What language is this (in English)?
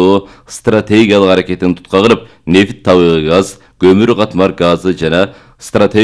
Kyrgyz